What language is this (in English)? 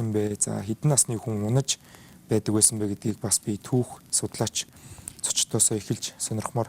Mongolian